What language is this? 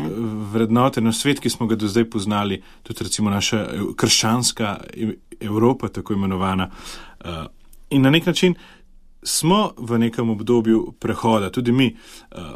Slovenian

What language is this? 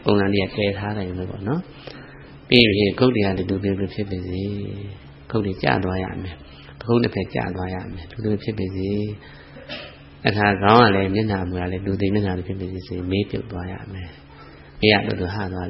Burmese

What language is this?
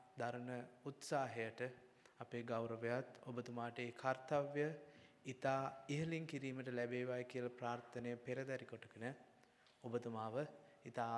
Sinhala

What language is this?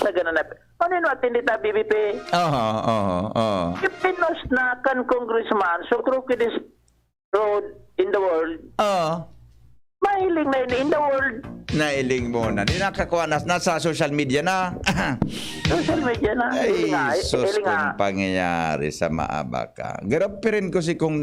Bikol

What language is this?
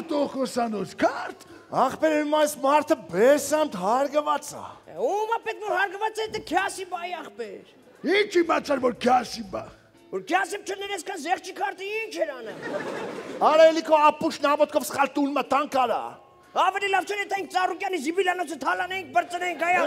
Armenian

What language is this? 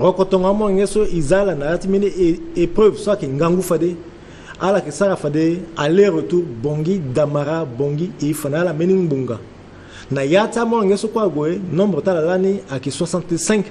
Sango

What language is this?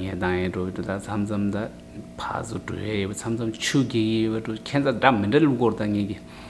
Tibetan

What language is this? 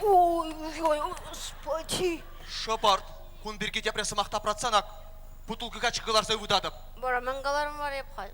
Chuvash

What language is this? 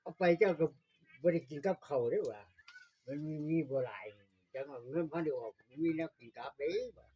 Northeastern Thai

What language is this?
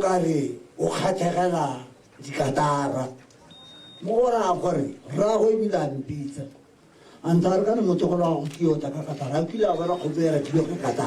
Tswana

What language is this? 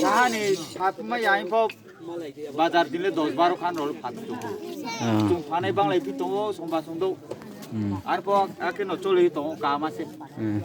Kok Borok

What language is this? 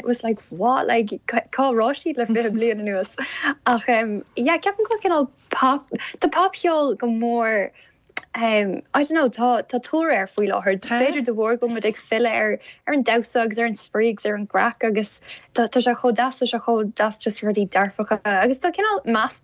Irish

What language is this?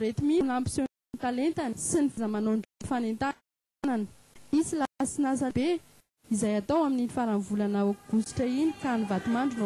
Malagasy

